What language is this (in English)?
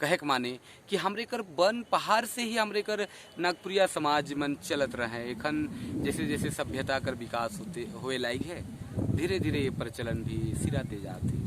Sadri